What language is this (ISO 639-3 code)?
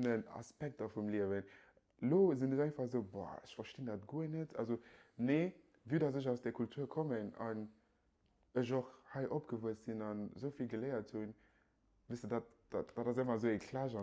ltz